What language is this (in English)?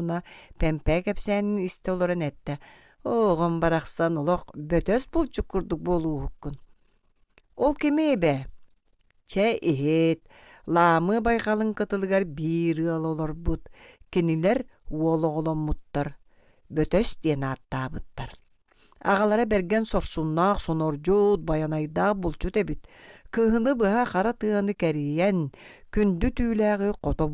Yakut